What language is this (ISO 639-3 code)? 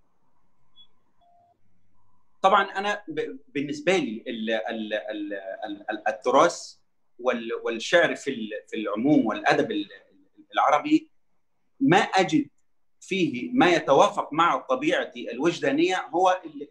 arz